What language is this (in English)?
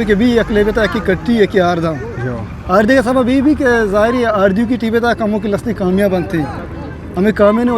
Eastern Balochi